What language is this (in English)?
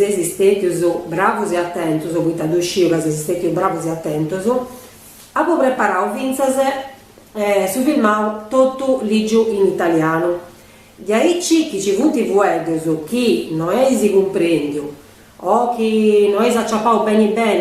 Sardinian